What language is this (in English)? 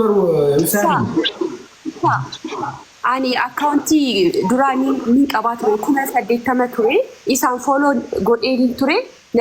Oromo